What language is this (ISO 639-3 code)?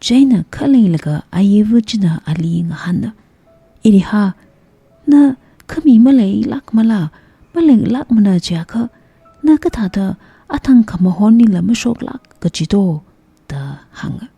nmf